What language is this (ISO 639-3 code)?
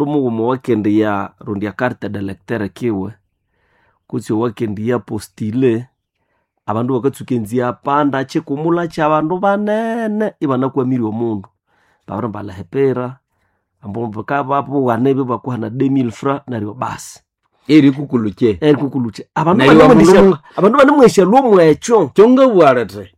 nnb